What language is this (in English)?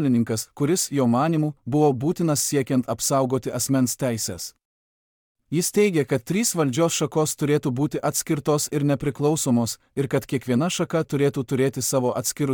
Lithuanian